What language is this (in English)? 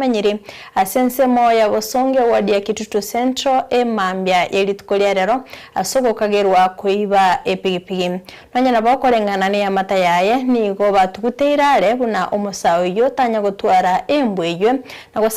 Gusii